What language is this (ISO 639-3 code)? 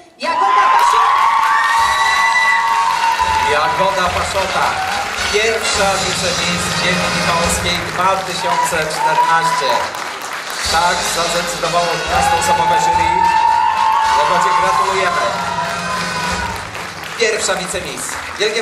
pol